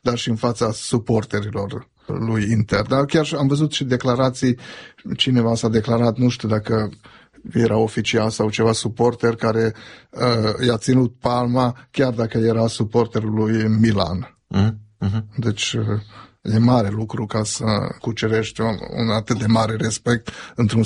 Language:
Romanian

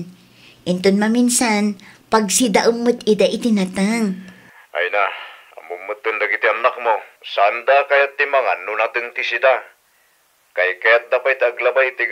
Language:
Iloko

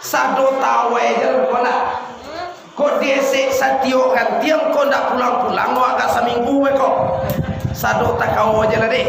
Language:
Minangkabau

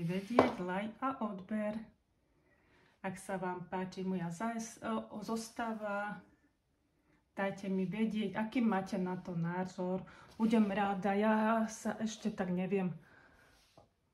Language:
Slovak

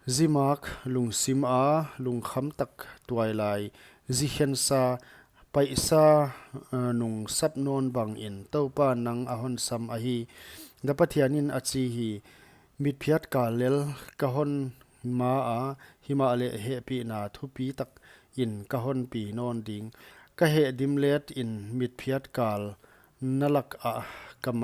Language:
Paite Chin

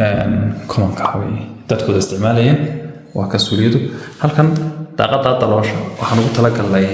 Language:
Somali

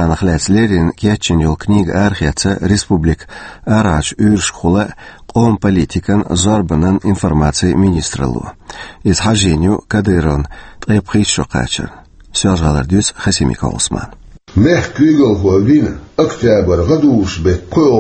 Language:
Chechen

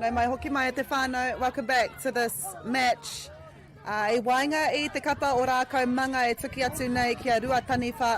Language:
Māori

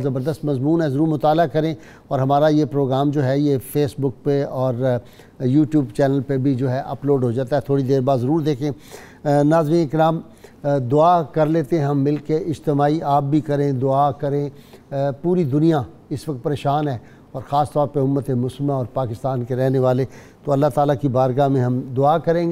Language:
Urdu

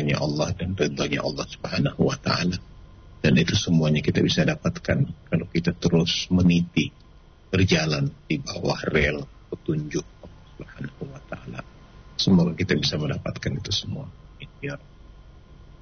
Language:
Indonesian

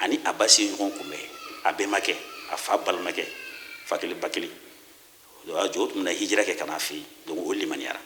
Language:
Bambara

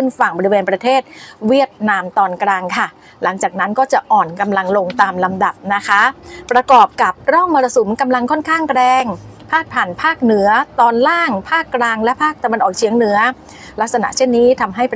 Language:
Thai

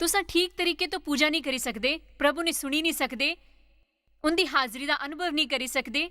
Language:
Dogri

